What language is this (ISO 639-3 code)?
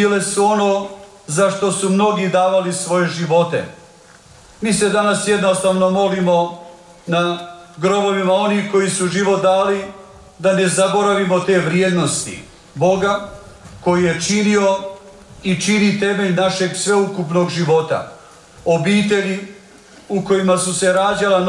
hrv